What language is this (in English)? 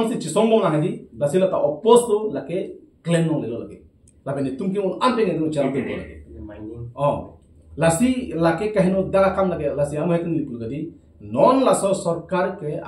Karbi